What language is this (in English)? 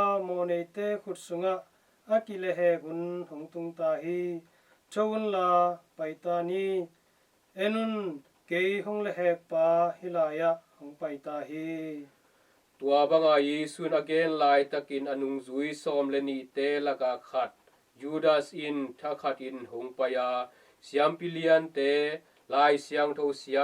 Tedim Chin